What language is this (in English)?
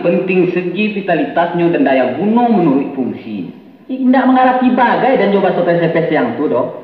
Minangkabau